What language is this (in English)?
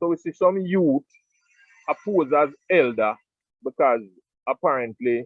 Jamaican Creole English